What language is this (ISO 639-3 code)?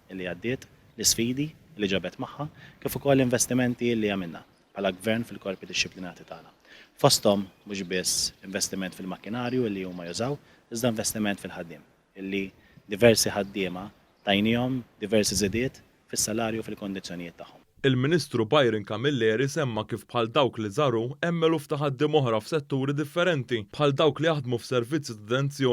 mlt